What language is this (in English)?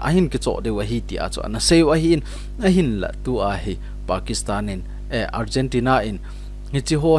Thado Chin